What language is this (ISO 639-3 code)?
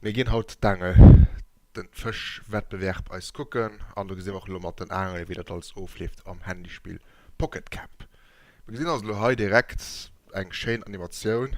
ltz